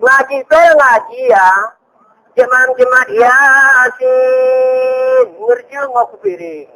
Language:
Gayo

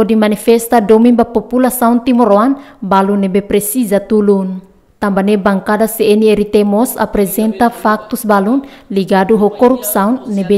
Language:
Tetum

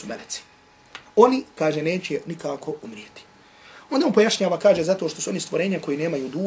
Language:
Bosnian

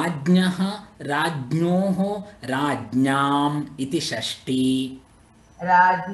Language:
Sanskrit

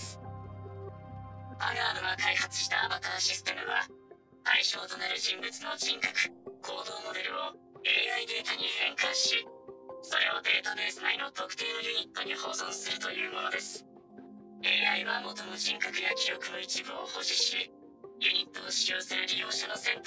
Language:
Japanese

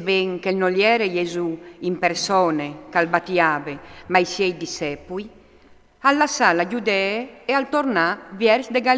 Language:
Friulian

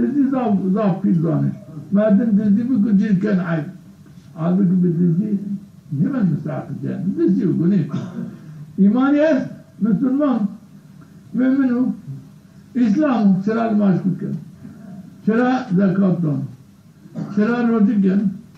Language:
Zaza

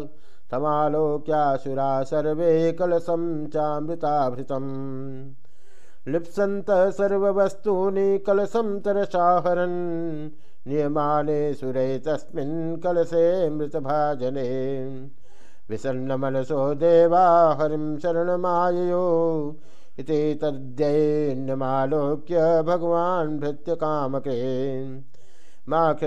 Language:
Sanskrit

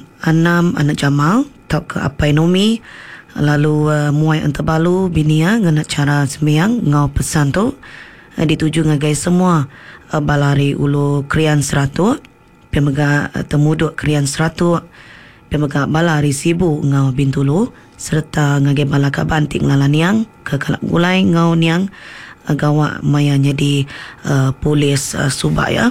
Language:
Iban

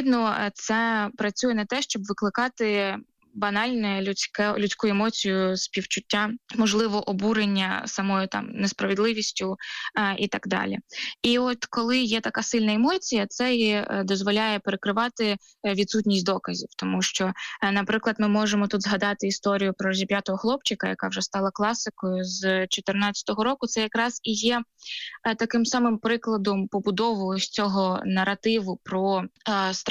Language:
Ukrainian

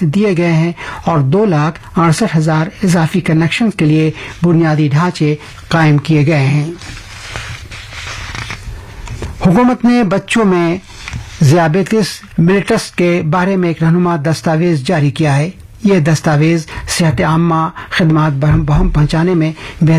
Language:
Urdu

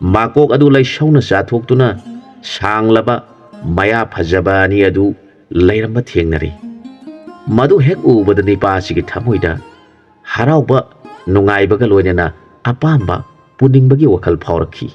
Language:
Manipuri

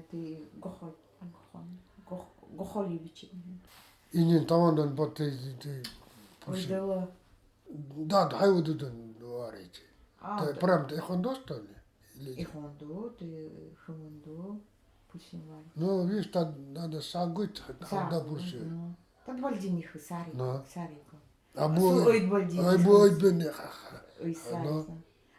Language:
Nanai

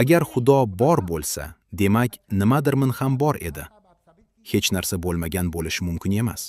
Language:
Uzbek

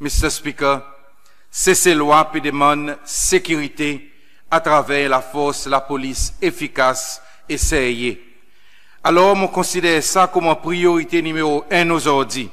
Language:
Seselwa Creole French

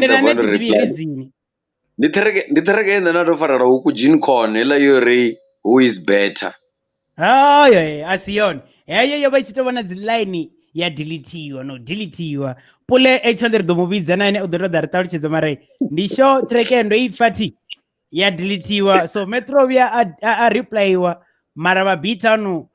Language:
Venda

